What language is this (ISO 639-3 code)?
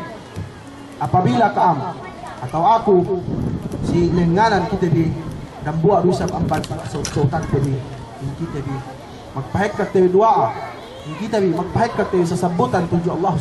yka